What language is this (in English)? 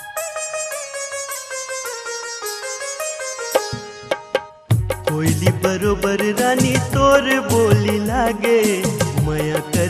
Chhattisgarhi